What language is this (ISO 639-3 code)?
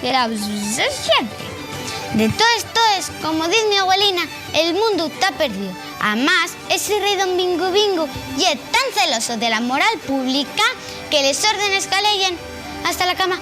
ast